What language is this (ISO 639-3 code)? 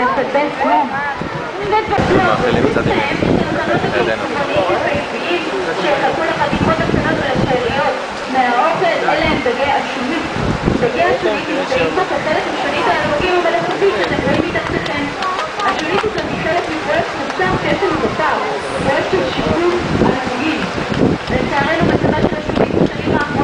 heb